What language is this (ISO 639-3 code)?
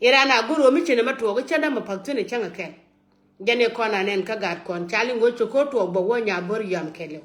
nus